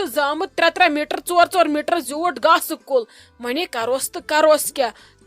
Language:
Kashmiri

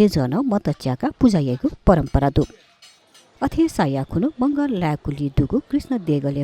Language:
Newari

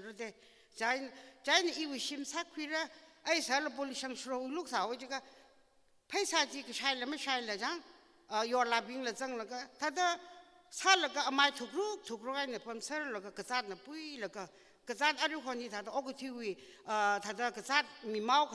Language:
Tangkhul Naga (India)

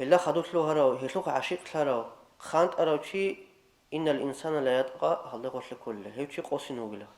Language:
Avaric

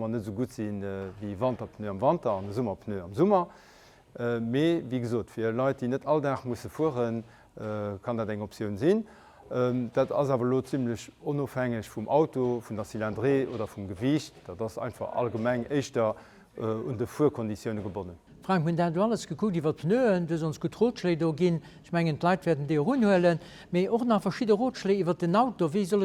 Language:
Luxembourgish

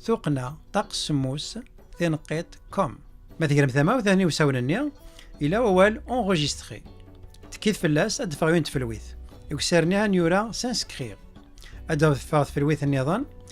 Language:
Kabyle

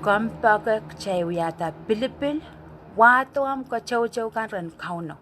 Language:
Pohnpeian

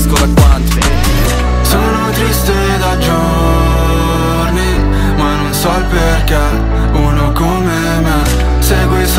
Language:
Italian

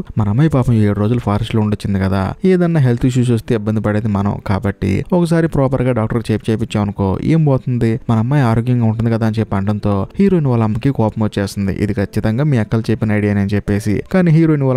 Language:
Telugu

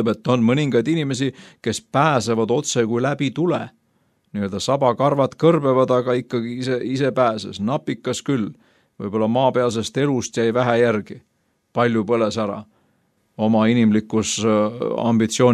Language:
Estonian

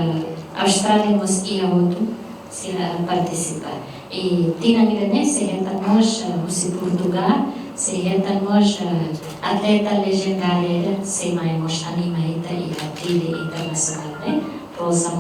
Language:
Tetum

